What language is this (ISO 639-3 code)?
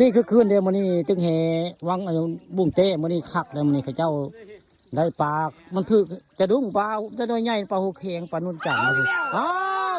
tts